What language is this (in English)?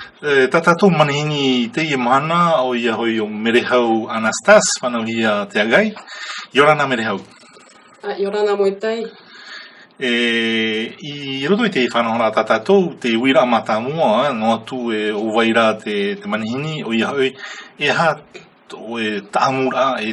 Tahitian